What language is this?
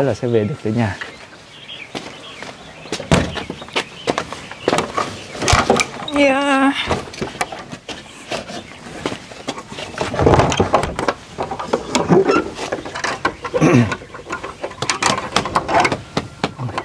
Vietnamese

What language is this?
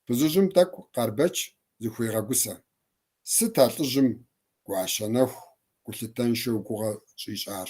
Kabardian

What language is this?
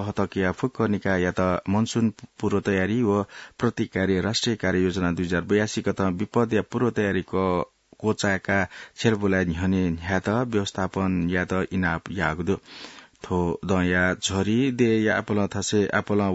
Newari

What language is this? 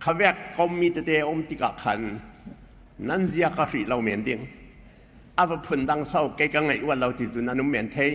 Falam Chin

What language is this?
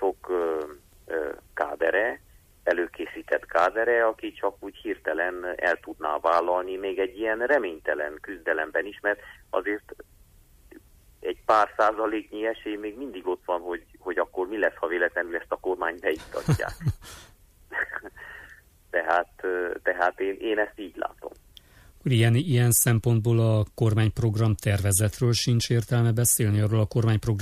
Hungarian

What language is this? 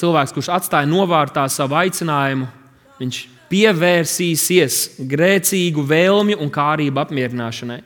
Latvian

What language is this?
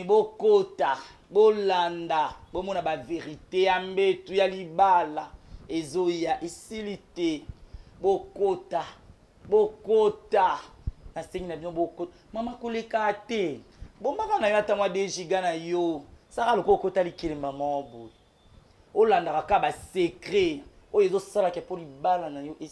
Lingala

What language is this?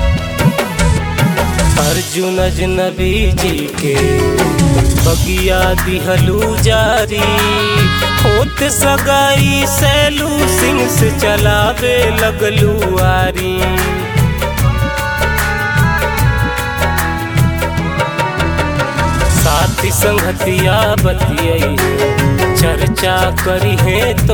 Bhojpuri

